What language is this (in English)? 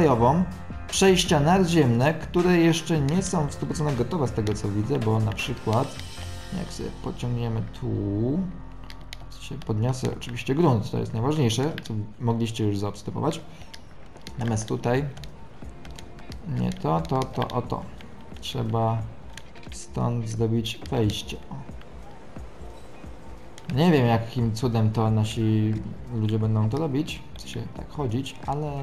Polish